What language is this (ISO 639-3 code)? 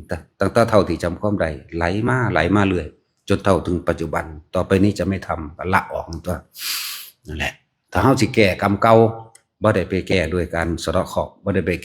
lao